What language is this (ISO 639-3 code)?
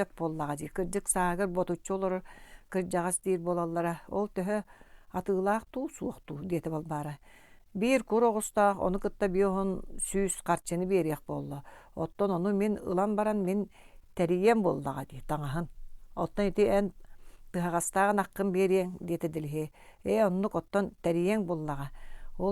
sah